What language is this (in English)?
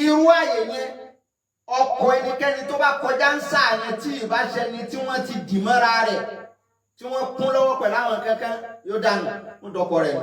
Yoruba